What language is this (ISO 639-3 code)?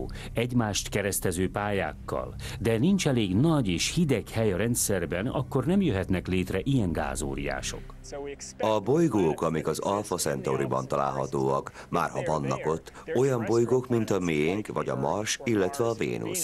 hun